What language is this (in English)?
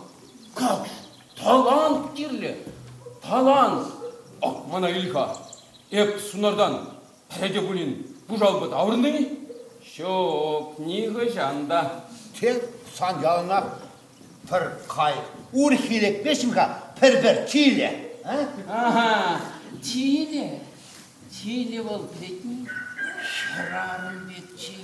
Chuvash